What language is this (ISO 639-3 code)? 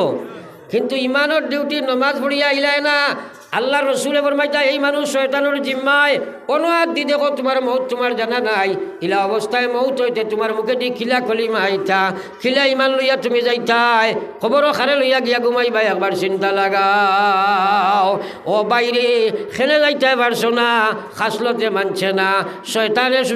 syl